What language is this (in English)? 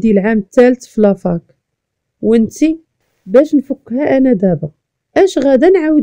Moroccan Arabic